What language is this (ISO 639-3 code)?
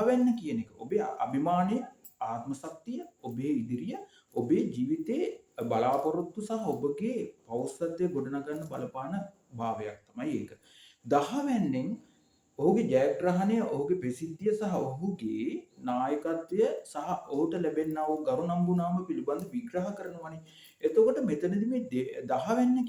sin